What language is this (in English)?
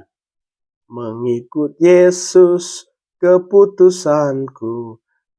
Batak Karo